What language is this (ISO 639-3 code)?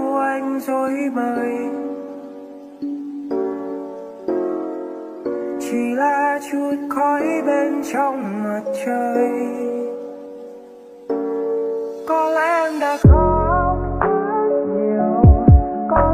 vie